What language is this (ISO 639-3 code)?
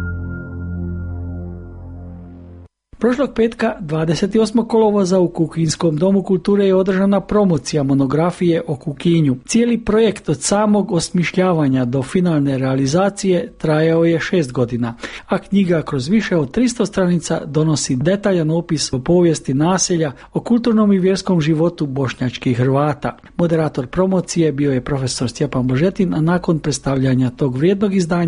hrv